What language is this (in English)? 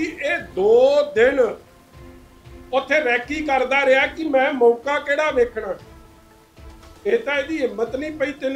Punjabi